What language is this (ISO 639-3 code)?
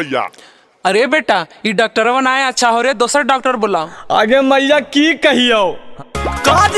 mag